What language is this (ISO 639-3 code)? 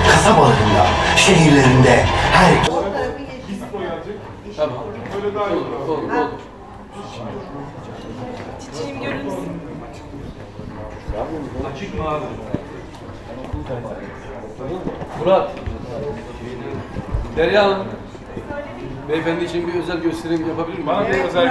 tur